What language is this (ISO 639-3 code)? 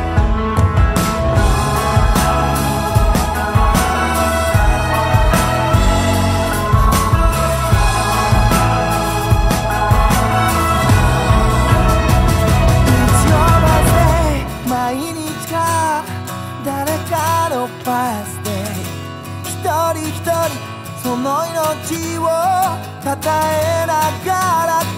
jpn